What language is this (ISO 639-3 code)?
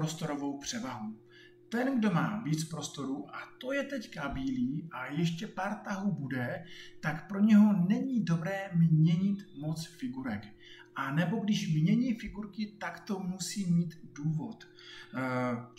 ces